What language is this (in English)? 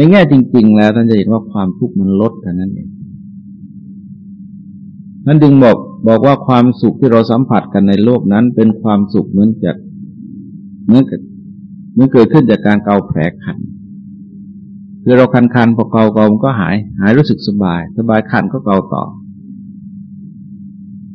Thai